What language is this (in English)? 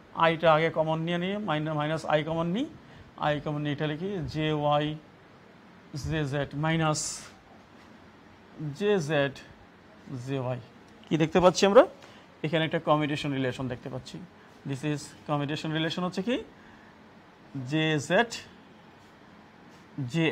Bangla